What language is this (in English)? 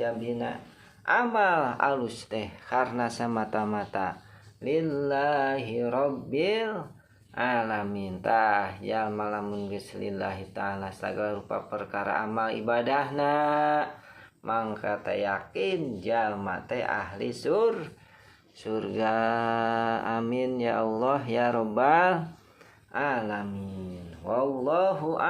Sundanese